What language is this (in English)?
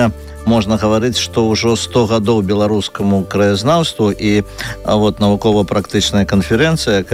Belarusian